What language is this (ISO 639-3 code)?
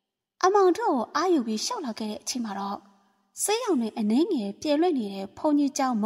mya